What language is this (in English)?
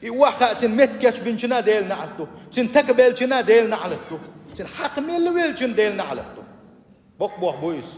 Chechen